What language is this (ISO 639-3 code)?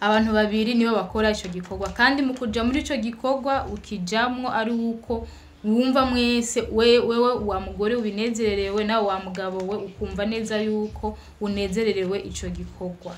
run